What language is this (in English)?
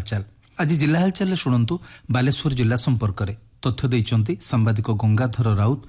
Odia